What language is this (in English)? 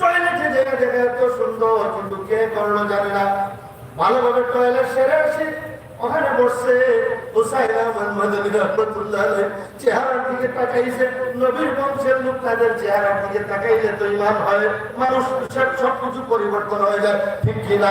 Sylheti